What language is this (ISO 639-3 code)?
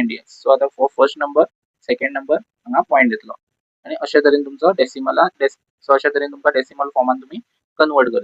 kok